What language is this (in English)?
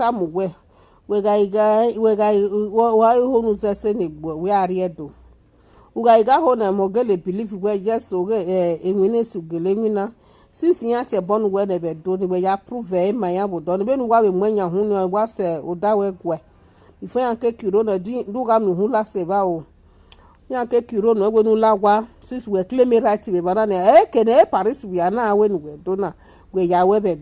Nigerian Pidgin